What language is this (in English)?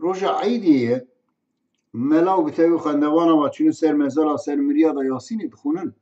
Kurdish